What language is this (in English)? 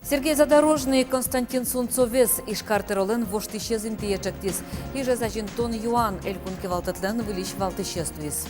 Udmurt